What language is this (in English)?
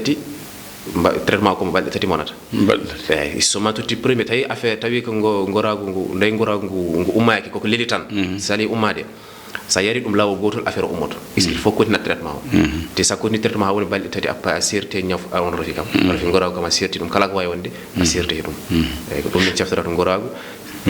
Fula